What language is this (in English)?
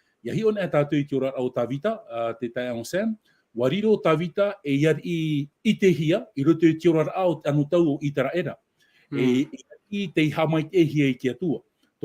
Tahitian